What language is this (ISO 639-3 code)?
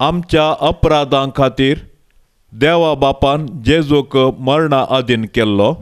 kok